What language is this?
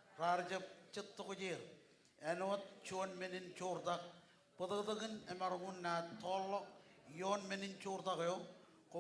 Marshallese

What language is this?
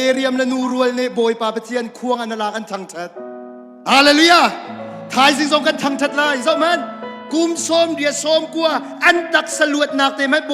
Hakha Chin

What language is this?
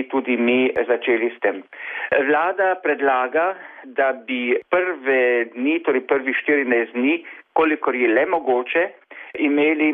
Slovenian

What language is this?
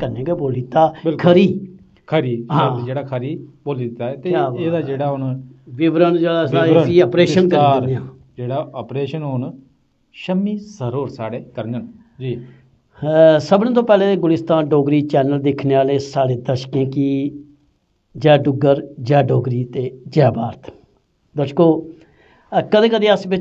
Dogri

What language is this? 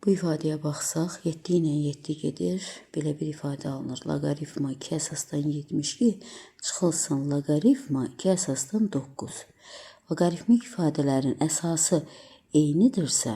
Azerbaijani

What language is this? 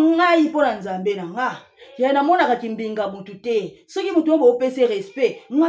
Lingala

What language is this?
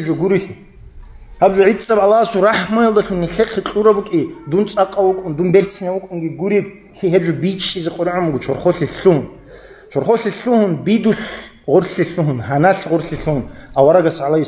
Avaric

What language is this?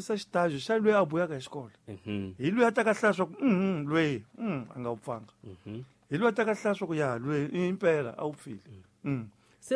Tsonga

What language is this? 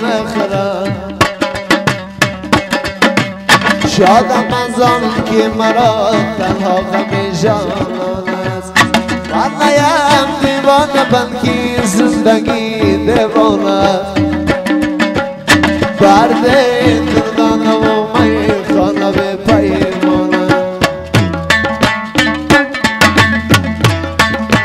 Persian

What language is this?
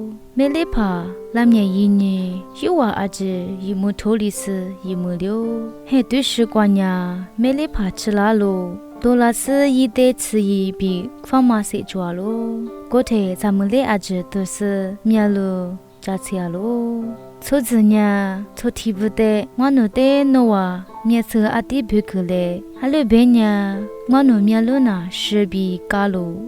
Lisu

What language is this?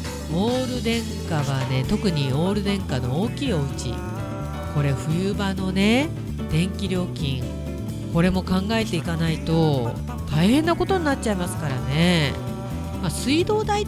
Japanese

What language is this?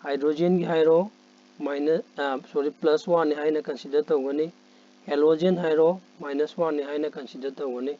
Manipuri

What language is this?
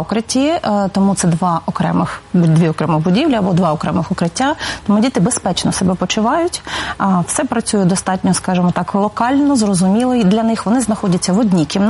Ukrainian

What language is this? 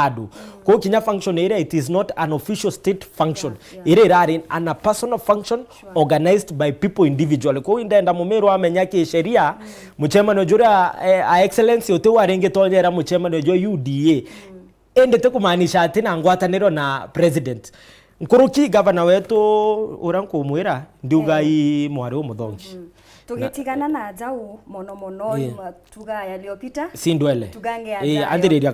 Meru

